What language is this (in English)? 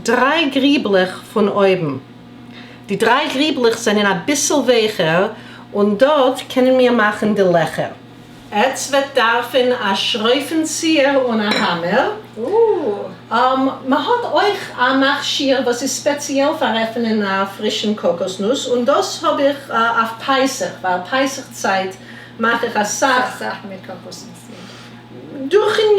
Yiddish